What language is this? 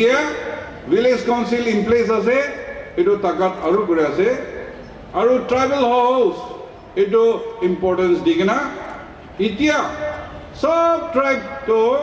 Naga Pidgin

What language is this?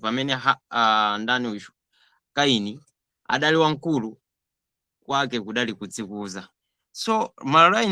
Nyanja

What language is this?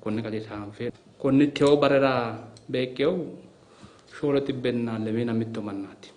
Sidamo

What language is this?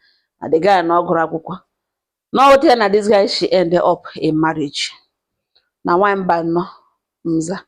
Igbo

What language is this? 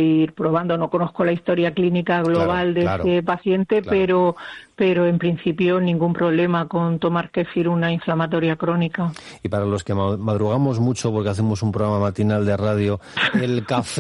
Spanish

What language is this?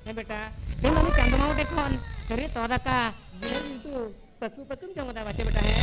Santali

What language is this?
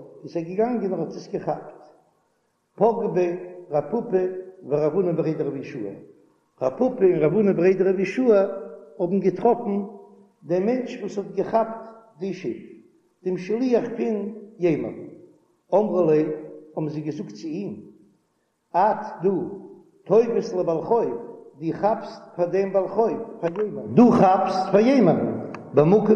Yiddish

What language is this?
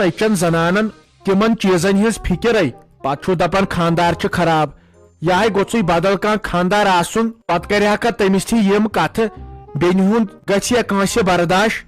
Kashmiri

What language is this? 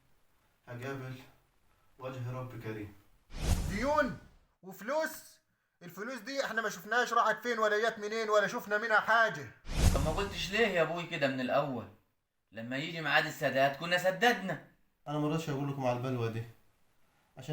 Egyptian Arabic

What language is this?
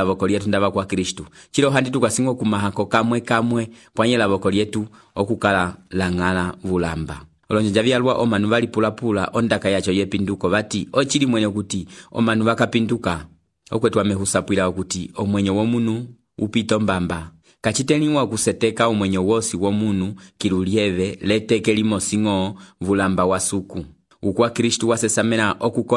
Umbundu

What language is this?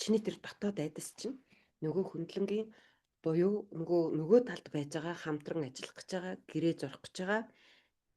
Mongolian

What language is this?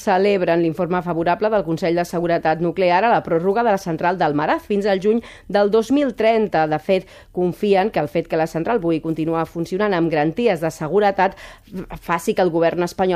Catalan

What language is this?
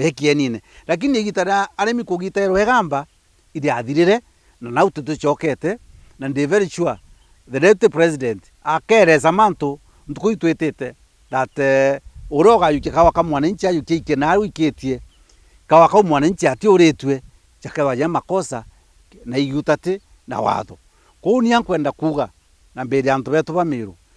Meru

